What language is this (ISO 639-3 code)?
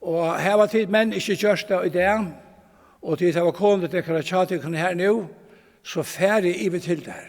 fao